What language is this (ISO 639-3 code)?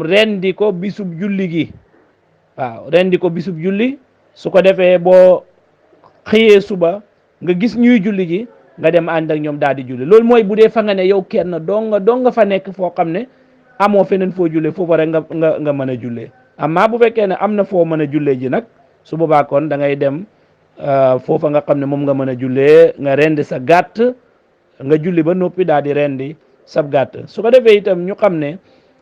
wol